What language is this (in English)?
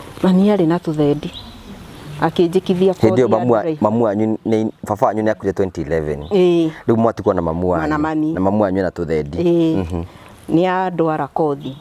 Kikuyu